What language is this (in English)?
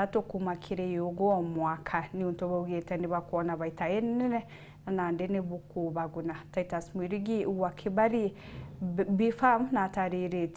Meru